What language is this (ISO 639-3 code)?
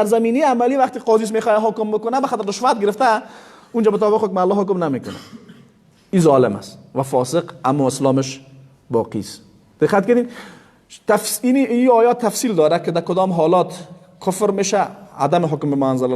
fas